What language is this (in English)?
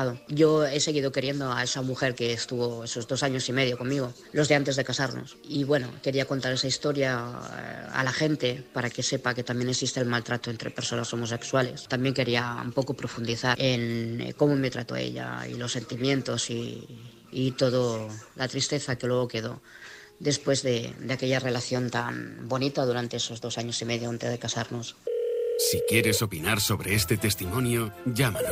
Spanish